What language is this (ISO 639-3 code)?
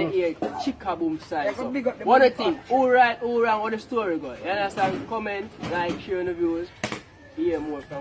jam